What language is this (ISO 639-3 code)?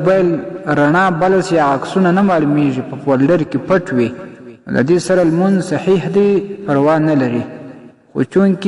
pus